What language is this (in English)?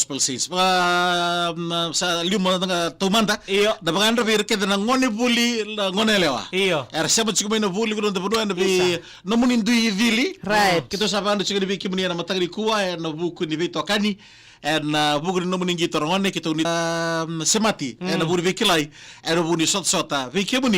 Fijian